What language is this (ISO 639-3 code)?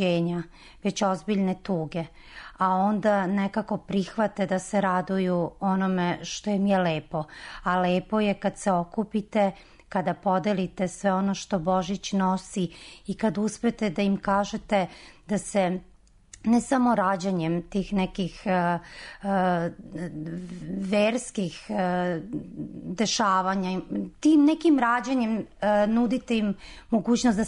srp